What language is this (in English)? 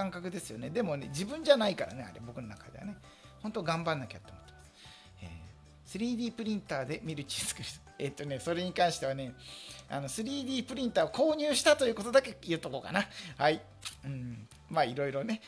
Japanese